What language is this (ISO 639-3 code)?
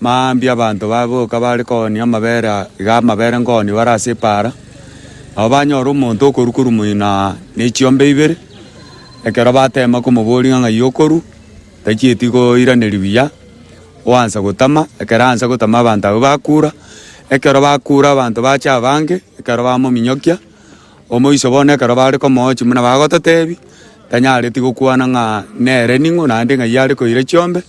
guz